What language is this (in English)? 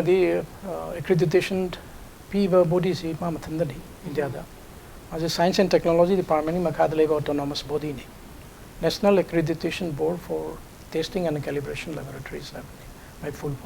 Manipuri